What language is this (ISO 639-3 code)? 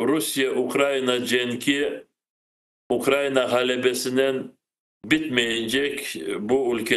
crh